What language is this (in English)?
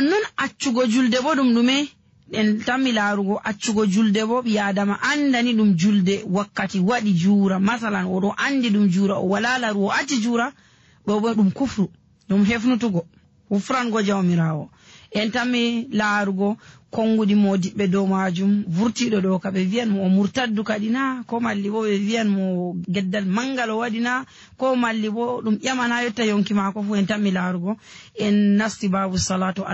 Nigerian Fulfulde